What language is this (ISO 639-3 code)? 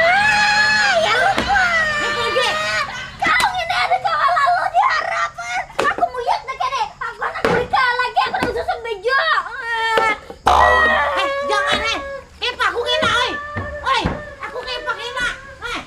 bjn